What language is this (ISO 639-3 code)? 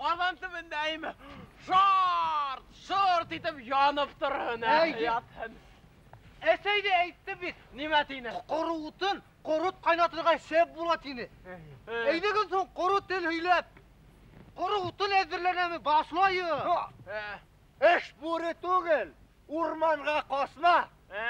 bak